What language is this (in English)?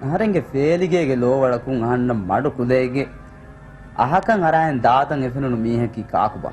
Divehi